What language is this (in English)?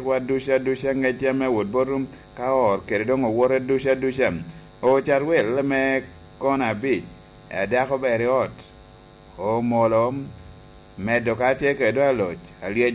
Lango (Uganda)